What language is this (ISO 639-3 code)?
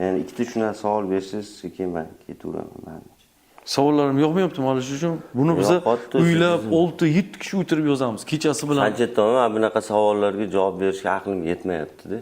uzb